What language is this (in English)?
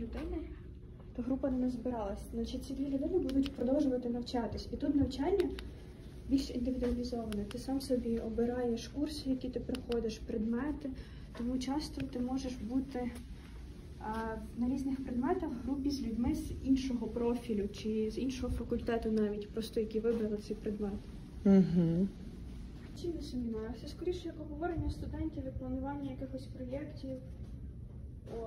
Ukrainian